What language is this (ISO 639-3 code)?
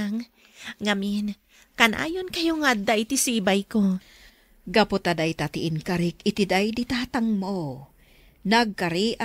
ilo